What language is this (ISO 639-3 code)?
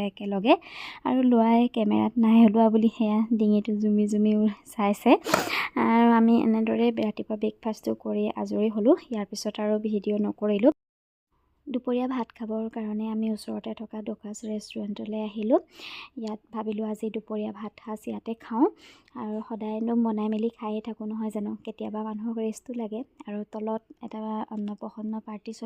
asm